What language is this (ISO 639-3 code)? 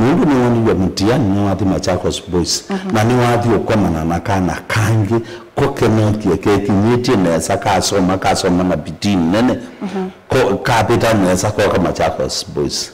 kam